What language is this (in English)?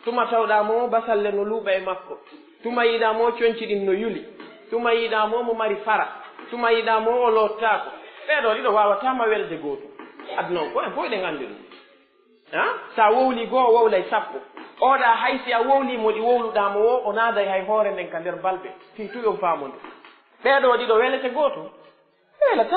Pular